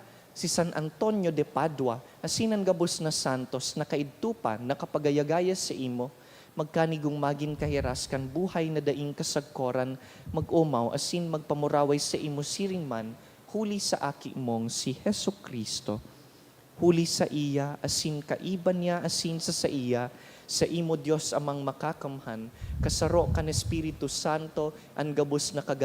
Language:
Bikol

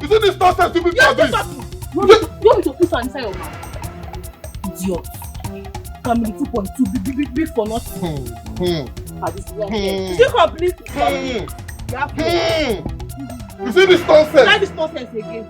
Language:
Nigerian Pidgin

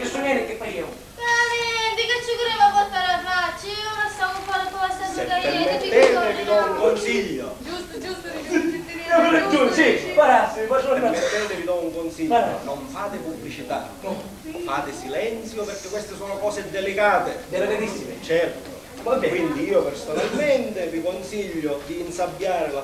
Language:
Sicilian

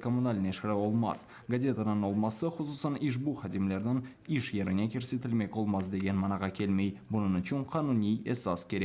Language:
Crimean Tatar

